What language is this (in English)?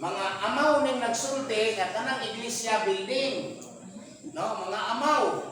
Cebuano